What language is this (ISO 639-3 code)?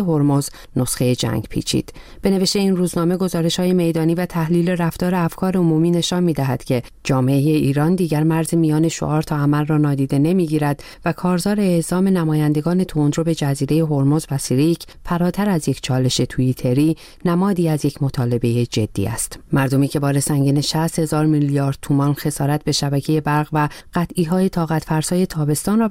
fas